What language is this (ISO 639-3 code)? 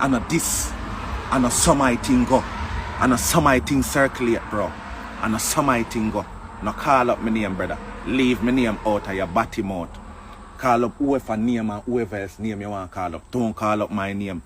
jam